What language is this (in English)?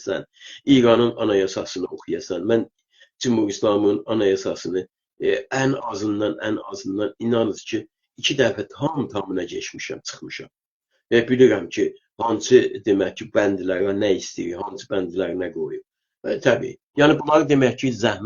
South Azerbaijani